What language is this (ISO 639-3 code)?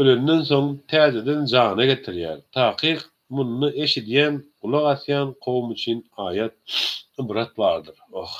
tuk